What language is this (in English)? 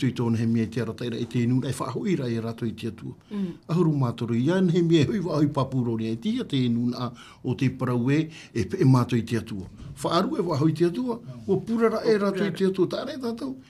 Tahitian